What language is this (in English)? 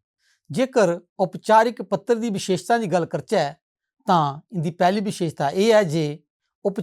Dogri